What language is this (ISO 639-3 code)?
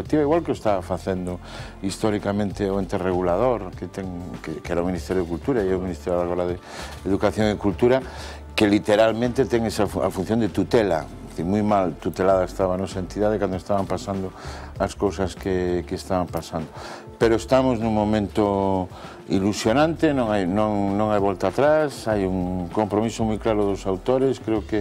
glg